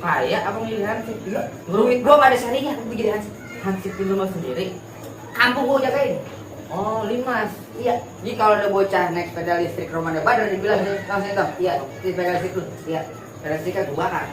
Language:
Betawi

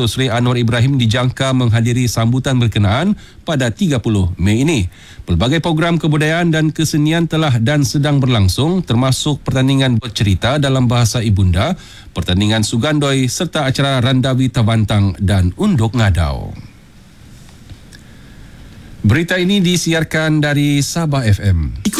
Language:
Malay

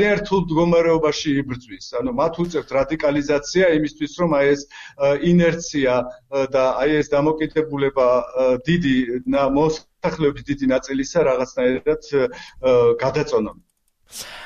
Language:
Georgian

